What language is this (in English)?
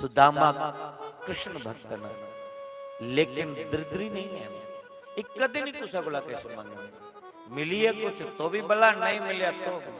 Dogri